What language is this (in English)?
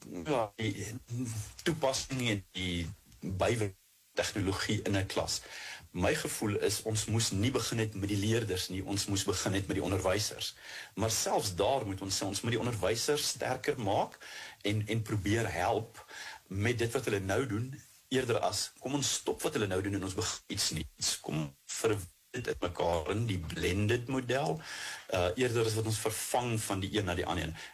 Afrikaans